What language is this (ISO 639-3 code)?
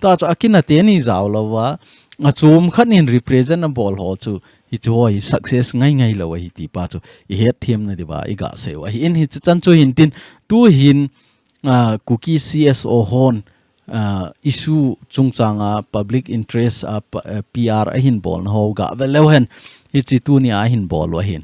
tcz